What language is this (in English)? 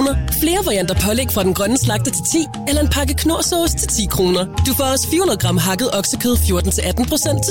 Danish